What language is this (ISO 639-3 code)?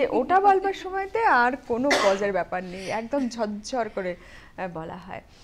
ben